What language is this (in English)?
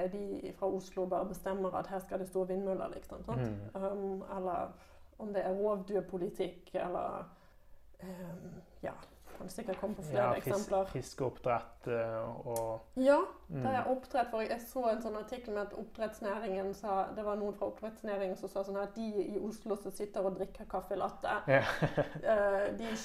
Norwegian